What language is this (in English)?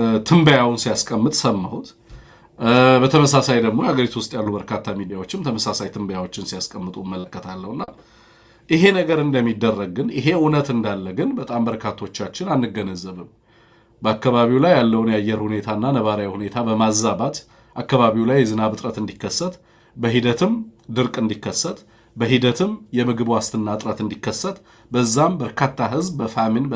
Amharic